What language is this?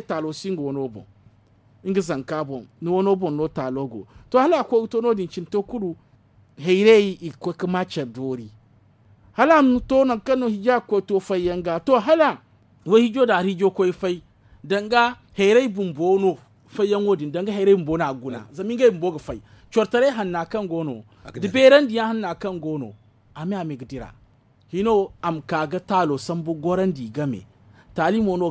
Zarma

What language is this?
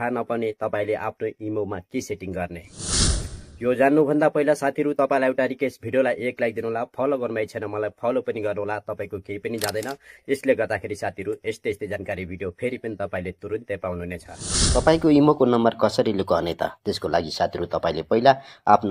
Nepali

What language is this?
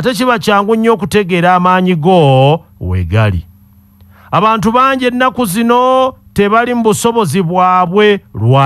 Ganda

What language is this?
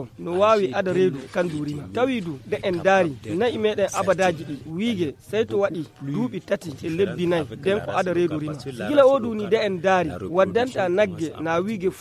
Fula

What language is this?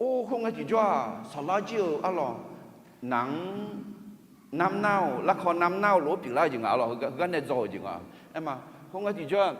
Akha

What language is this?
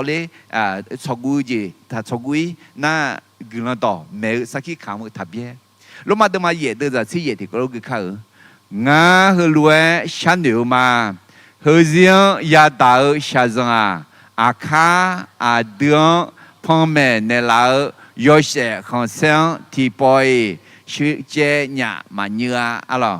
Akha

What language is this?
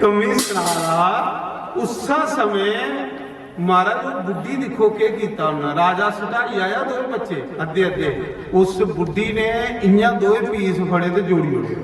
Dogri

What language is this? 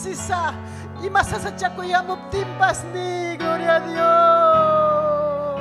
Ayacucho Quechua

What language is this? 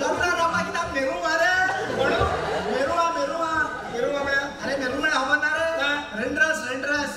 Konkani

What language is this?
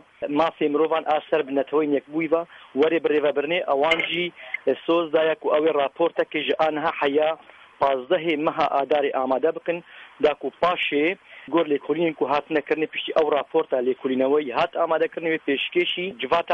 Kurdish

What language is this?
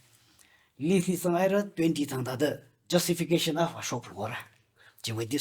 Tangkhul Naga (India)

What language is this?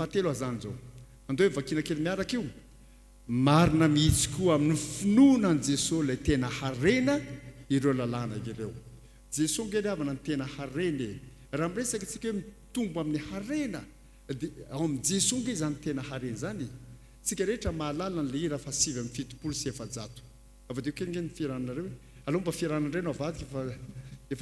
Malagasy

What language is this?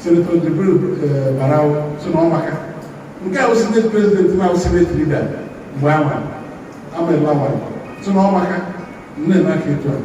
Igbo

